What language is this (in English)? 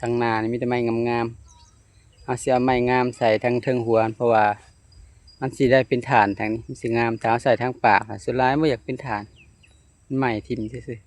Lao